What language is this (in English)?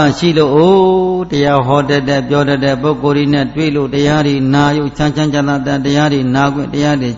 Burmese